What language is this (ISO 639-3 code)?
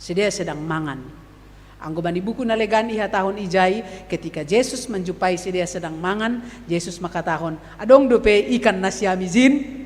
bts